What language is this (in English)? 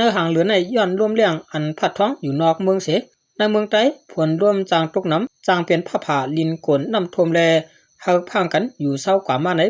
Shan